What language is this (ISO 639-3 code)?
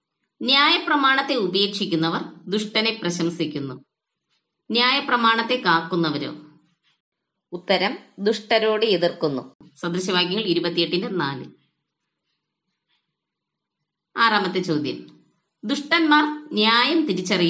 mal